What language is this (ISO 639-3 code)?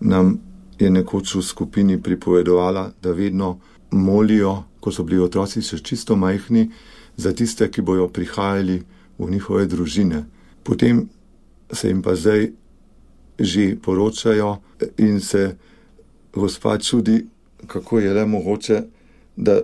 slv